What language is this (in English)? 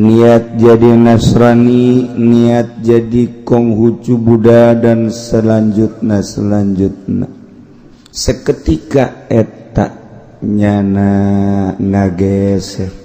Sundanese